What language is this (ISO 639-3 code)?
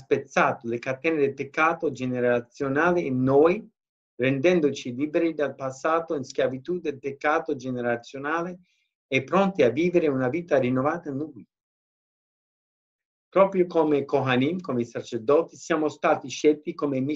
ita